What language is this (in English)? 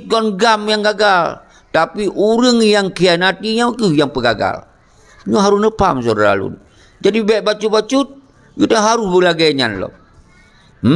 Achinese